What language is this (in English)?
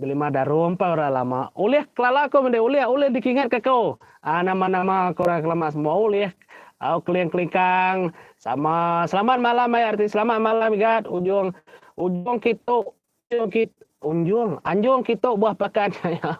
Iban